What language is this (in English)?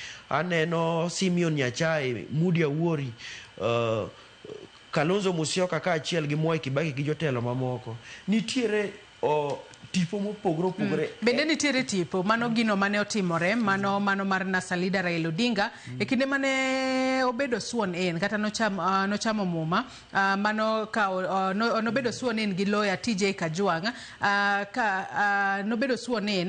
Luo (Kenya and Tanzania)